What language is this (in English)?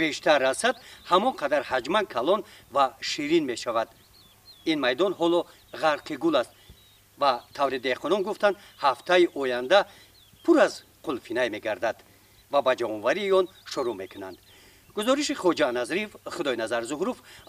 Tajik